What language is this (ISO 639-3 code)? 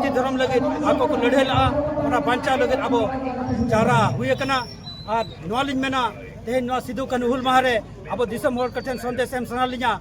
sat